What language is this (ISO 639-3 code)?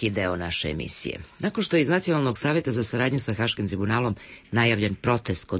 srp